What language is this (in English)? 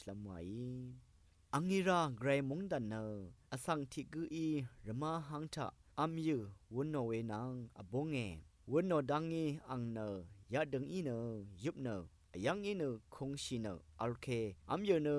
Rawang